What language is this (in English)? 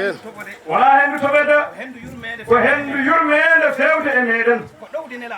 Fula